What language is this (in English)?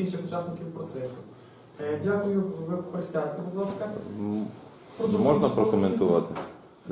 Ukrainian